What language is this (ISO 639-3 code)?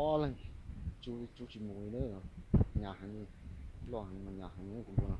hmn